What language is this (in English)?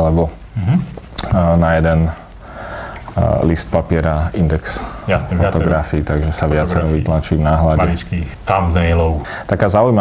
Slovak